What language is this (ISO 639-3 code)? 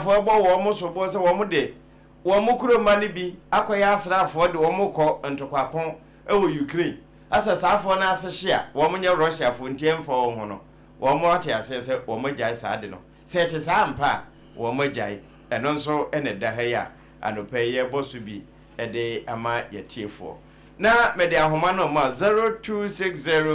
aka